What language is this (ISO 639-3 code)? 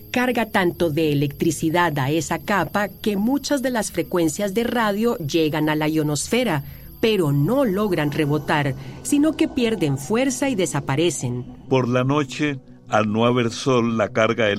spa